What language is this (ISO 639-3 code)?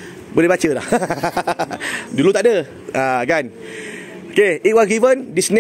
msa